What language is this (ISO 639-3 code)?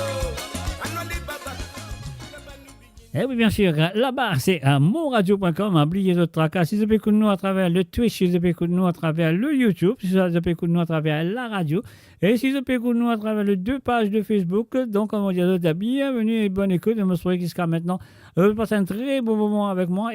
mfe